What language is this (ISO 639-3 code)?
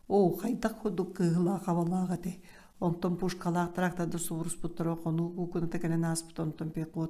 sah